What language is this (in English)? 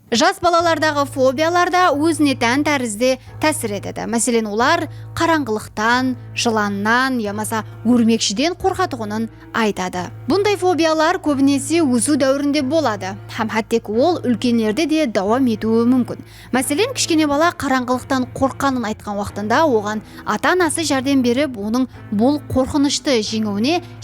Kara-Kalpak